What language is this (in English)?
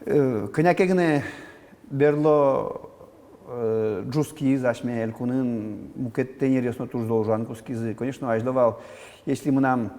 Udmurt